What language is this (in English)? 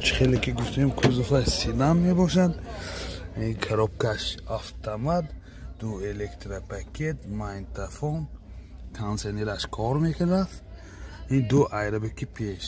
Tajik